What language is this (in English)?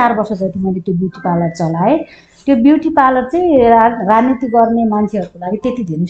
Nepali